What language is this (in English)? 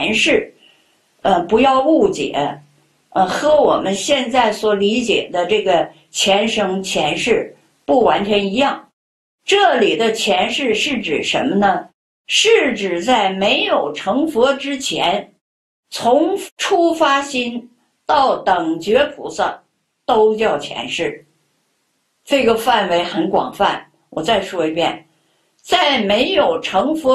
Chinese